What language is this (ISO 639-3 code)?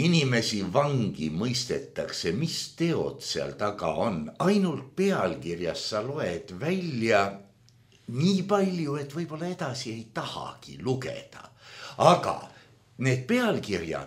est